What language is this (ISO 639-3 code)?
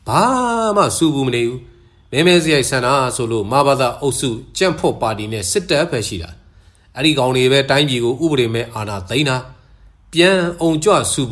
mya